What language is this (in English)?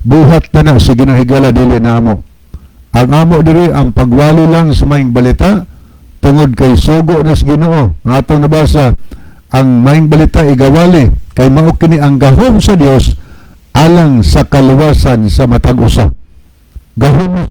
Cebuano